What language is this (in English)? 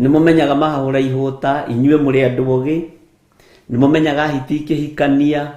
Kikuyu